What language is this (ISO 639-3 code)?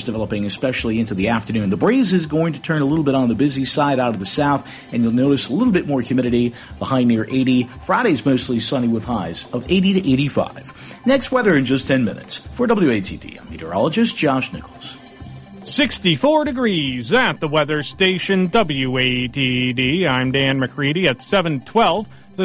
eng